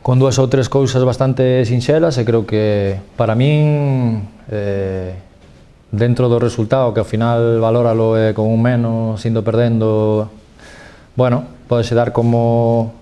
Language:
Galician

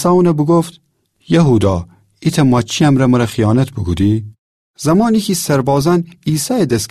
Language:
Gilaki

